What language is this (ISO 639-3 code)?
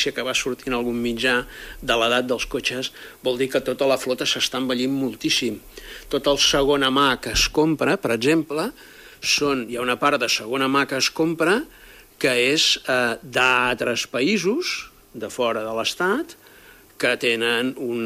cat